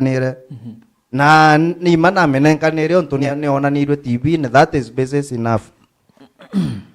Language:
Meru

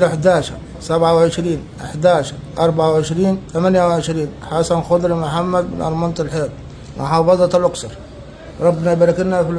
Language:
Egyptian Arabic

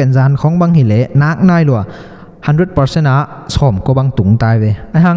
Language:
Tedim Chin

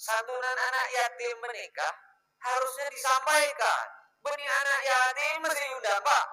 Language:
Madurese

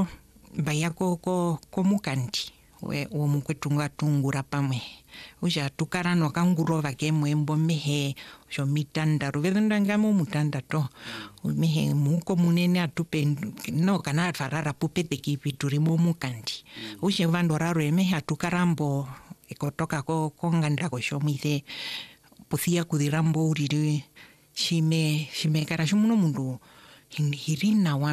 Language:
Swahili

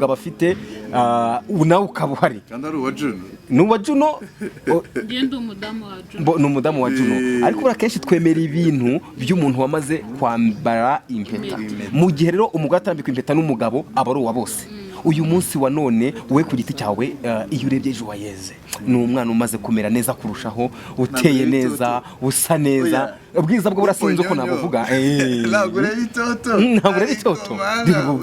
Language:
Kinyarwanda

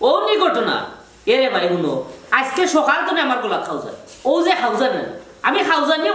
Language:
Sylheti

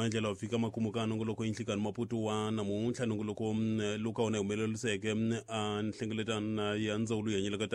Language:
Tsonga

